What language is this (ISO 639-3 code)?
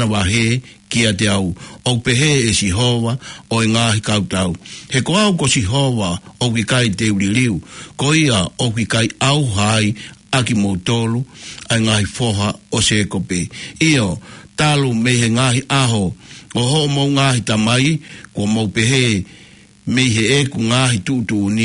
ton